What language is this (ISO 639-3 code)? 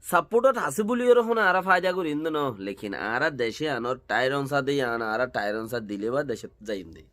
rhg